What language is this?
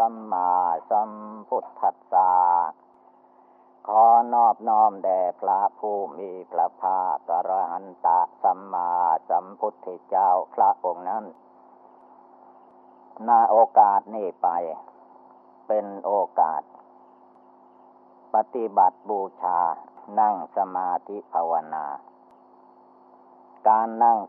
Thai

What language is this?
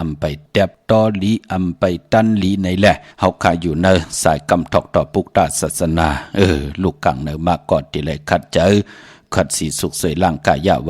Shan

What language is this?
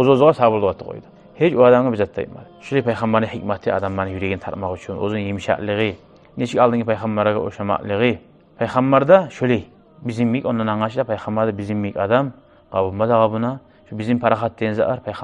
Kumyk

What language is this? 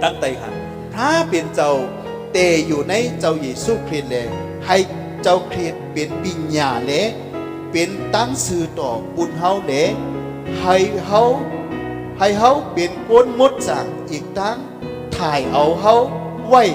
Shan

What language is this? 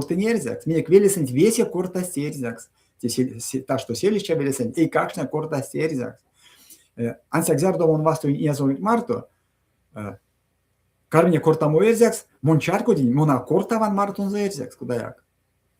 Erzya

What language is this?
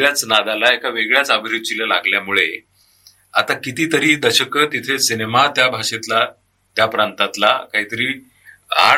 Marathi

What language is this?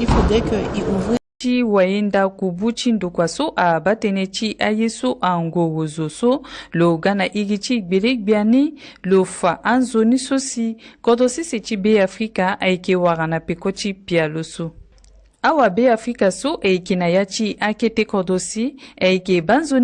Sango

